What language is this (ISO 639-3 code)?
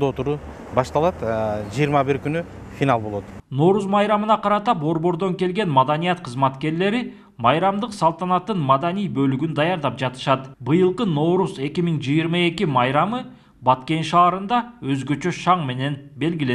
kir